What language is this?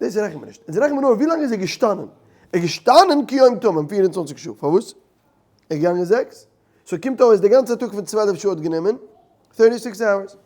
Yiddish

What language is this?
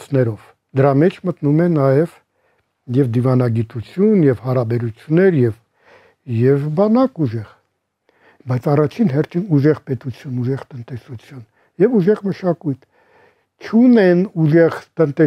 Armenian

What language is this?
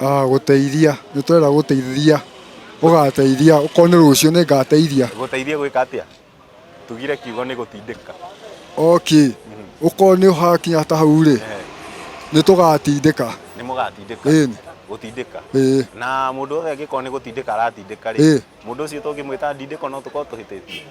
Kikuyu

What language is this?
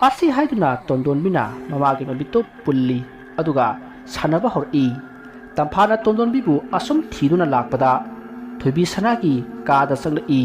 Manipuri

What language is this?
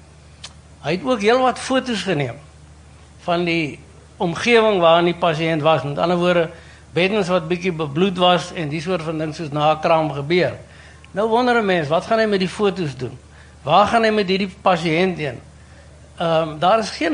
Afrikaans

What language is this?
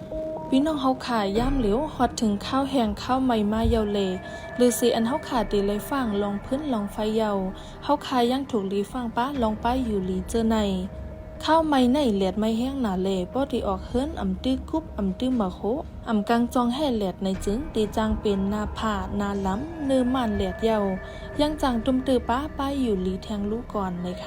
Shan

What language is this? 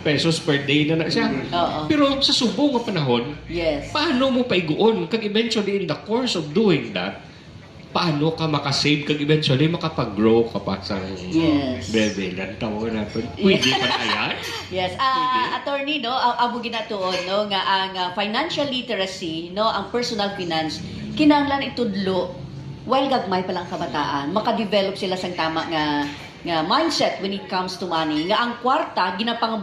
Hiligaynon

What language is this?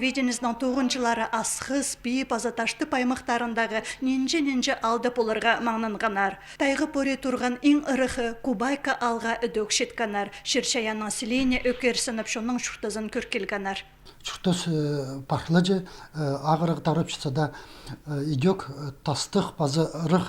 Khakas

